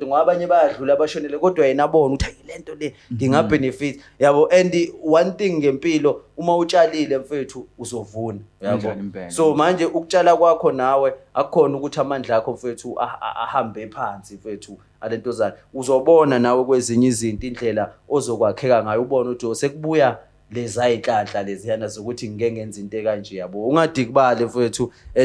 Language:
Zulu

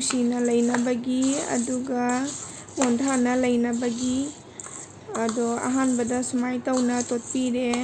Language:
Manipuri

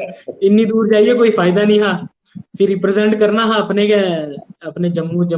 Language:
Dogri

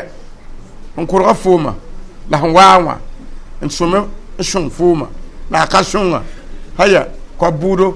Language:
Mossi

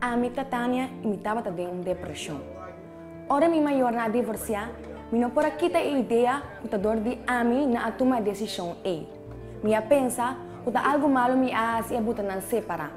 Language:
Papiamento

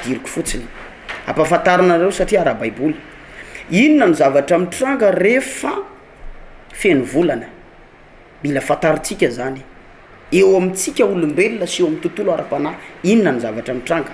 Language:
Malagasy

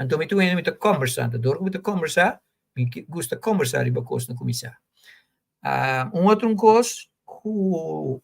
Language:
Papiamento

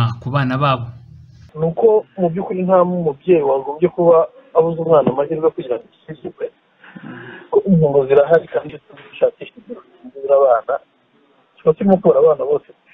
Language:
Kinyarwanda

